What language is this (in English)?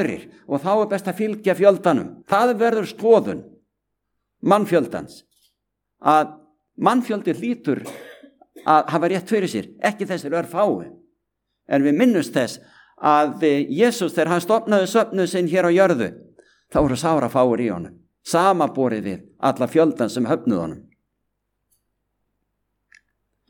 Icelandic